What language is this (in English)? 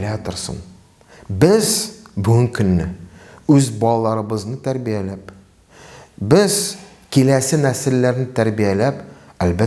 Tatar